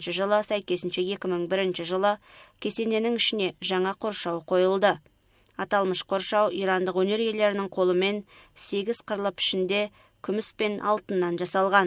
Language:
Kazakh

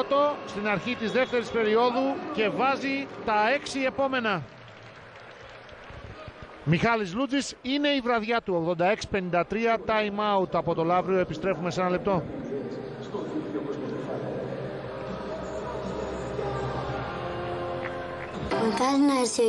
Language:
Greek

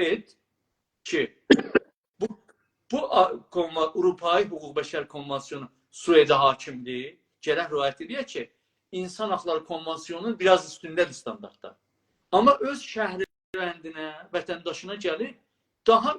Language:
South Azerbaijani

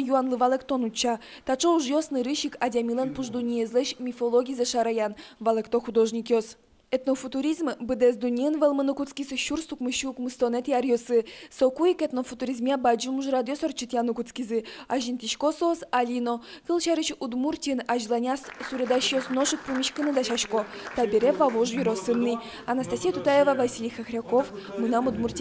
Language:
Udmurt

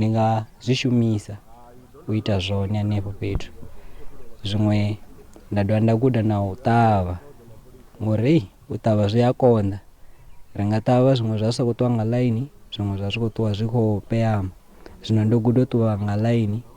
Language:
Venda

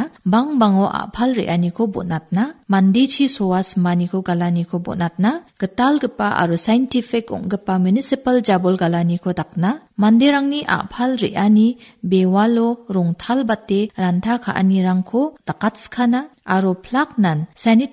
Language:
Garo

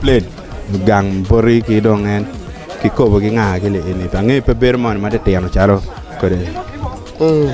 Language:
Acoli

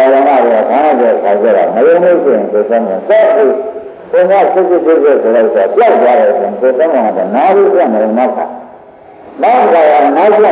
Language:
Burmese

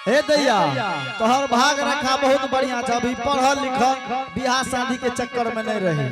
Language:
Angika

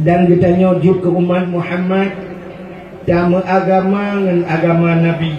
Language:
Achinese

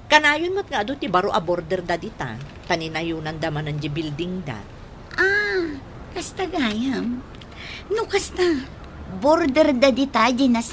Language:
Iloko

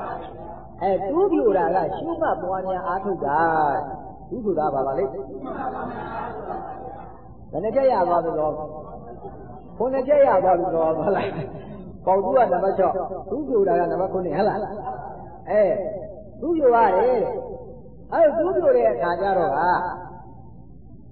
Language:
Burmese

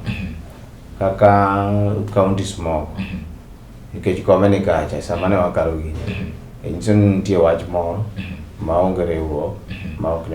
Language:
Luo (Kenya and Tanzania)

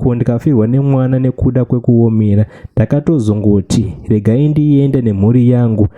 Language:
Shona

